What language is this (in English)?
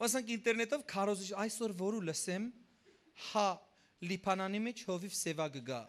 Western Armenian